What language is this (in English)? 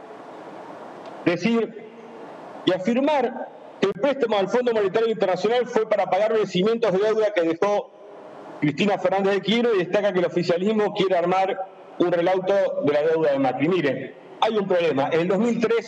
Spanish